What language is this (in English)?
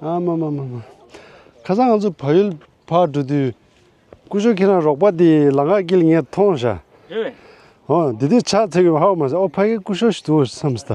Tibetan